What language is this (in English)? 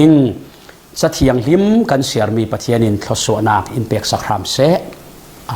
Falam Chin